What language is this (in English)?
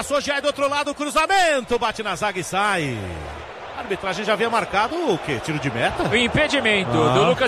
Portuguese